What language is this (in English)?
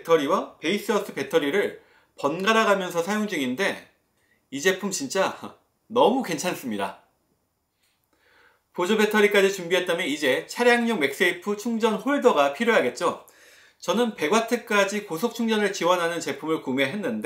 Korean